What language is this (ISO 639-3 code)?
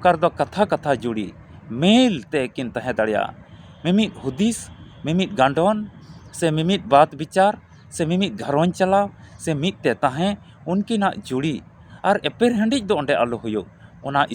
sat